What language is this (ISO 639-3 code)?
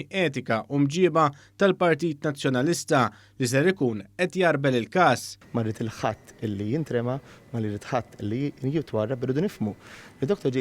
mlt